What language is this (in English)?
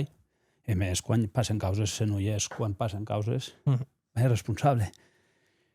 Occitan